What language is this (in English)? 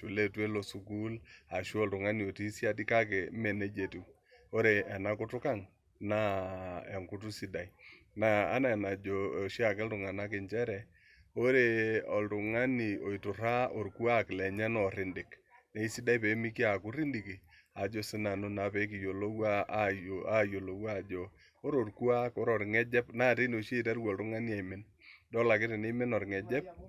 Masai